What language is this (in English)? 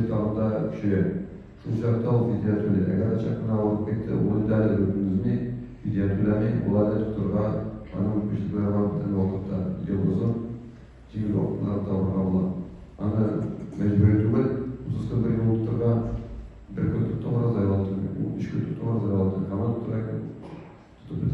Tatar